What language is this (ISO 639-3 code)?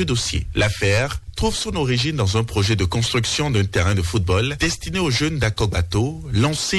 fra